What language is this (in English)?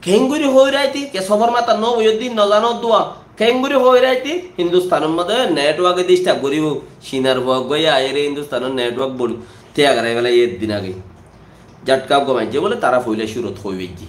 Rohingya